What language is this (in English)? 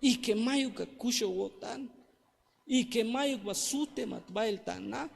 Tzeltal